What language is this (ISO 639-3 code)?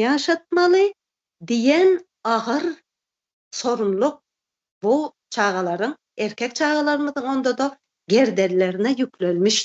tuk